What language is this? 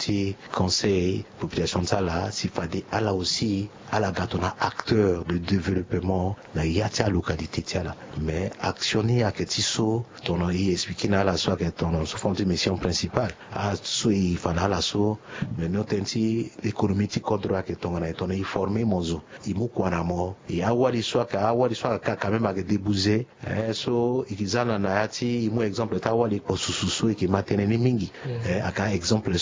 Sango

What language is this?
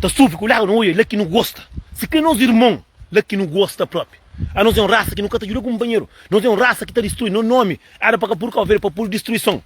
Kabuverdianu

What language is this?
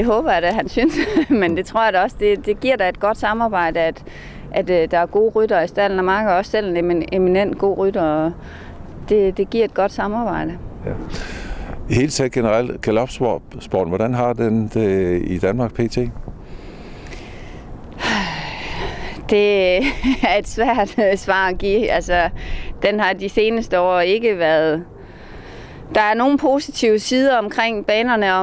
Danish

